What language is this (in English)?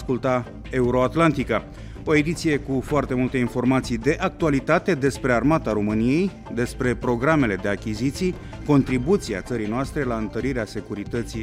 Romanian